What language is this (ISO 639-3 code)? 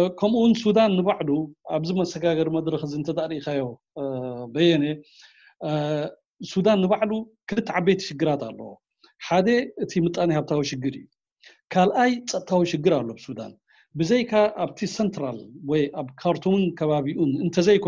tir